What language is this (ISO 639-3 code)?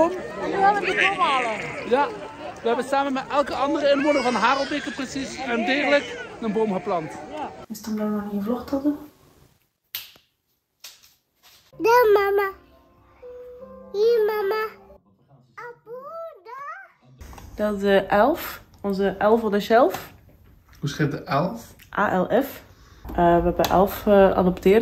nld